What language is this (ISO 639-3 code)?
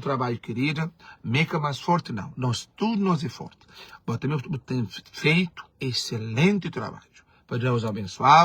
kea